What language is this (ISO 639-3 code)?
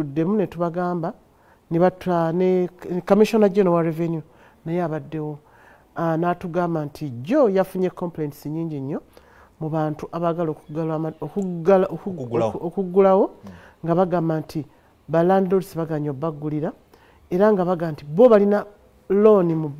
lug